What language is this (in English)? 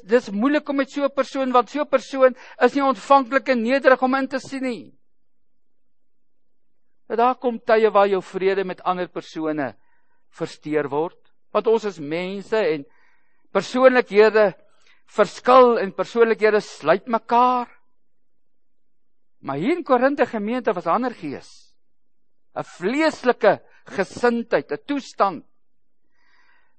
Afrikaans